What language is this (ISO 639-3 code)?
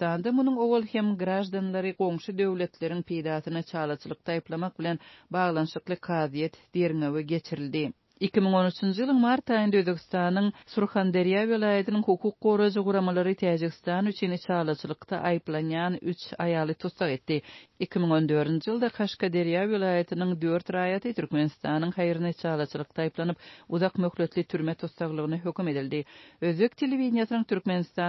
tuk